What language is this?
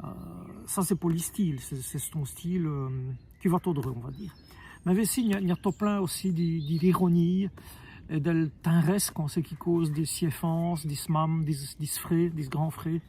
Walloon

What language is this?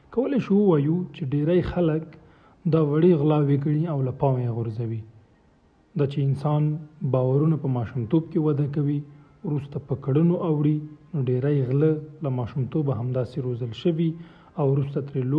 Pashto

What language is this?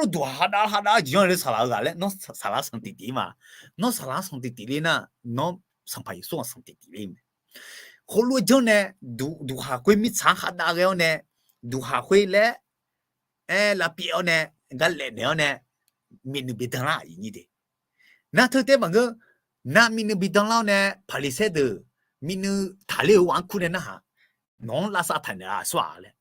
Akha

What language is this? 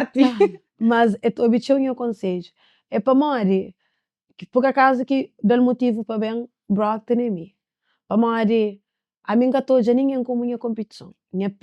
Kabuverdianu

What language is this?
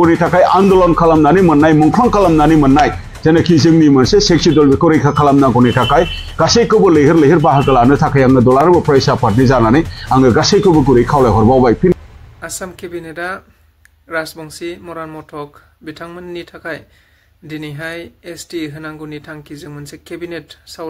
Bodo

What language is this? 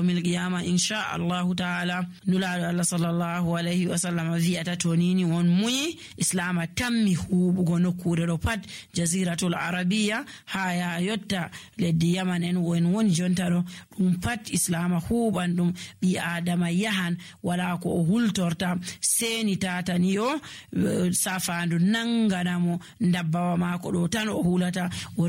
Nigerian Fulfulde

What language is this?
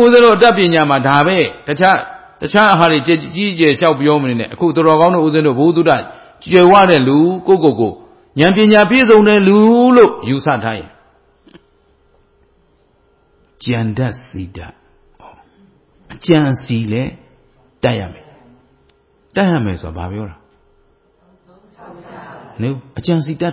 Burmese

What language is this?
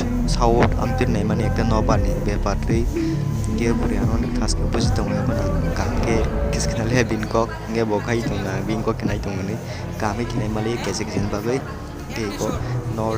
Kok Borok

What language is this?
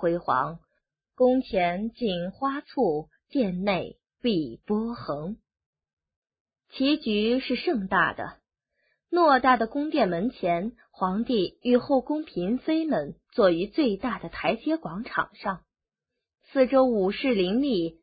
Chinese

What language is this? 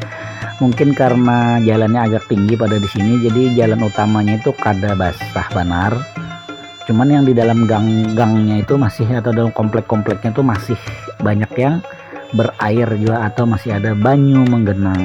Banjar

